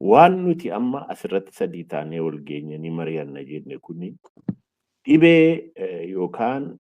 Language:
Oromo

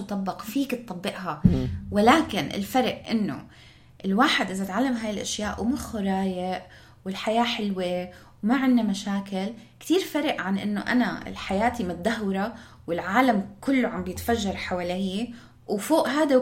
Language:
North Levantine Arabic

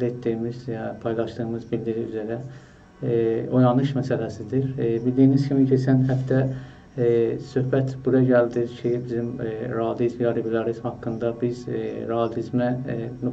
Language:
South Azerbaijani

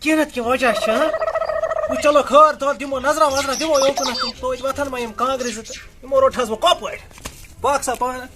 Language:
Kashmiri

